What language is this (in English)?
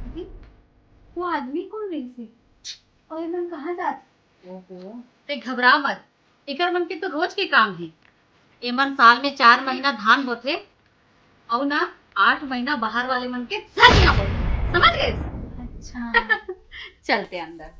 Chhattisgarhi